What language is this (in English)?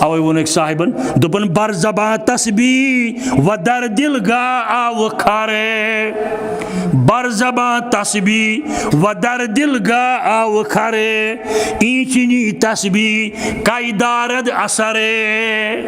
Kashmiri